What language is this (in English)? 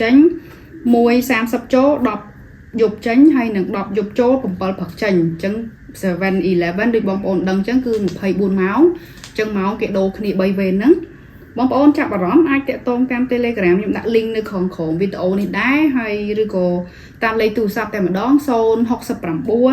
Khmer